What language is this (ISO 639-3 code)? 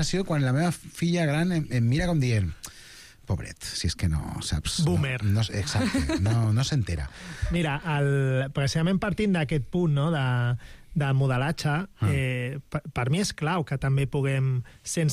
cat